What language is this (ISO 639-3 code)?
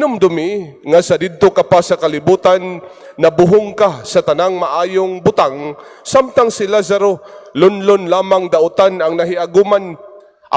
ceb